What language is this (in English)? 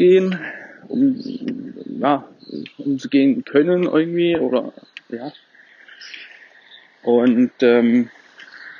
German